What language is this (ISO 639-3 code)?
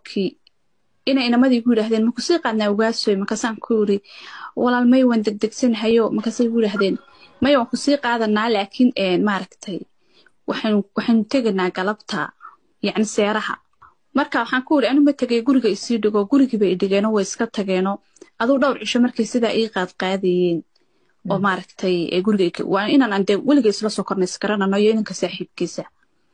som